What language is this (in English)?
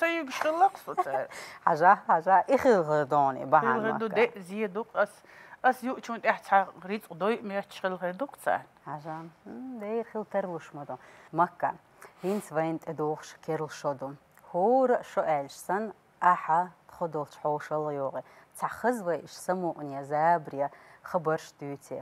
Chechen